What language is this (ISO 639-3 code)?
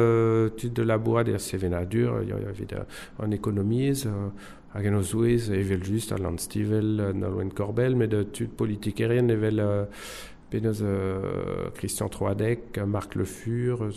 bre